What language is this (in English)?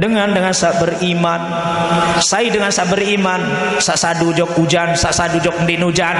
Sasak